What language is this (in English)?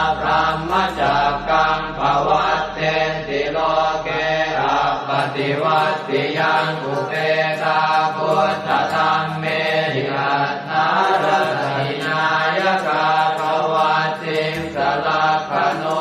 Pali